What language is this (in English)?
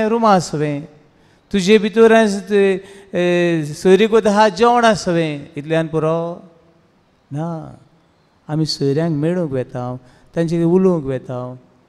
Konkani